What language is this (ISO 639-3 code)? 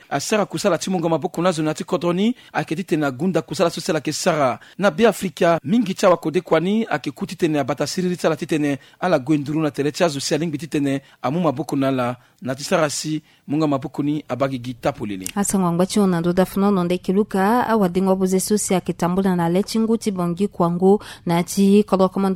sag